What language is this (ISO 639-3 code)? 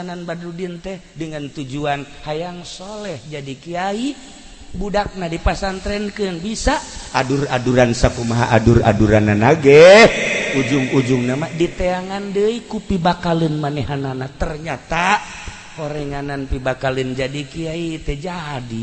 sun